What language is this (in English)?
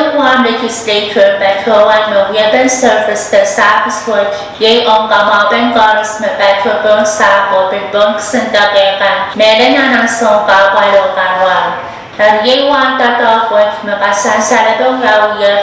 Pohnpeian